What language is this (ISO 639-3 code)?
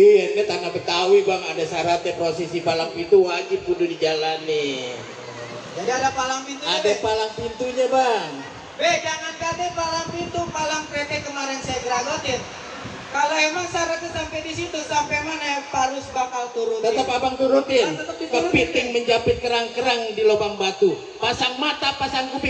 bew